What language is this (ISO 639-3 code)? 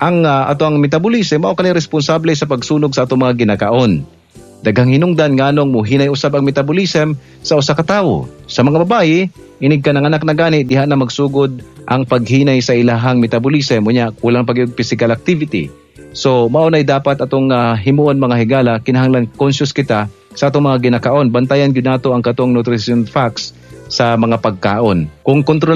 ceb